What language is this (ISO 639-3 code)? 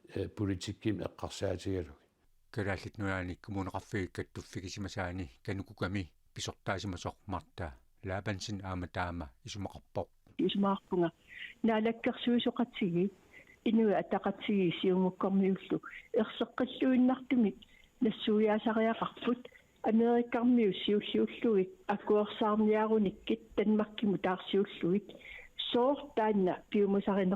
kal